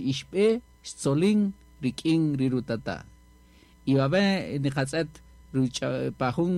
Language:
Kaqchikel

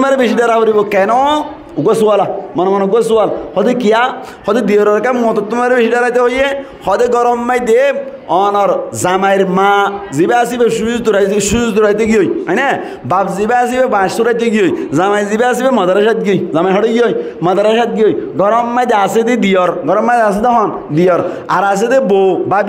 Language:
Rohingya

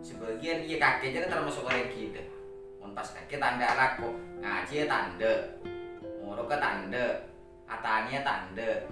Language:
Madurese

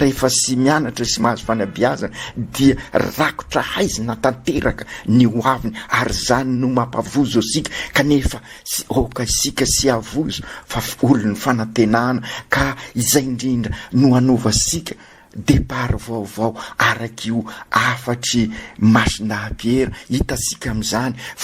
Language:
Malagasy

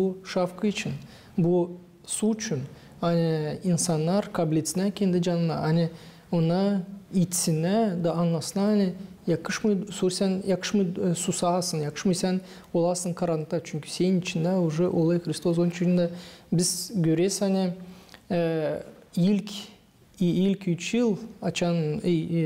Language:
Gagauz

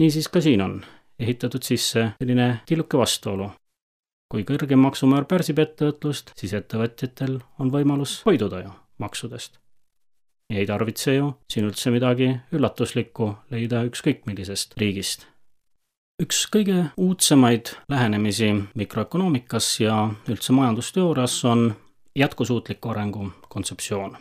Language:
Estonian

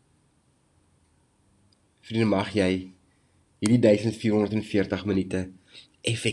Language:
Afrikaans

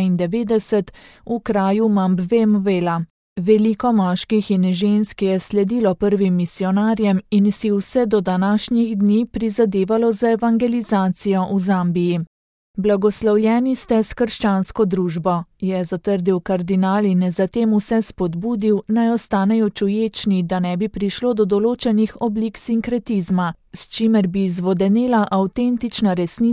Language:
Slovenian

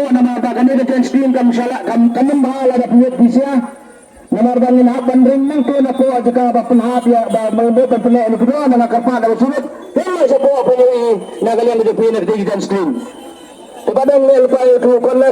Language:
Khasi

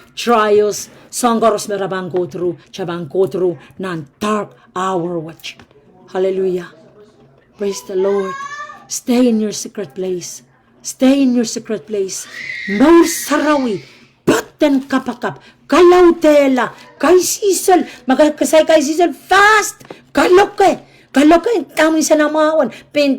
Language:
Pohnpeian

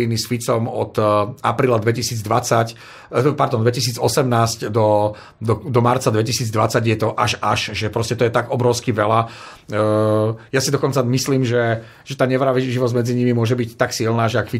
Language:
Slovak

